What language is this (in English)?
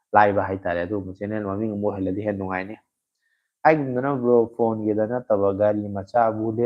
Manipuri